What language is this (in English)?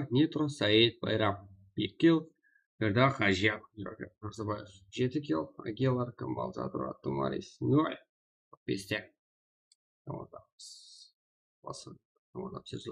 Kara-Kalpak